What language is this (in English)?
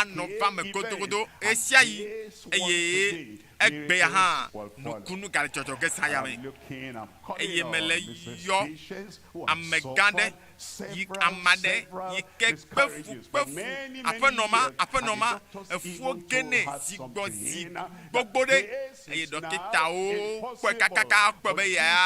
Ewe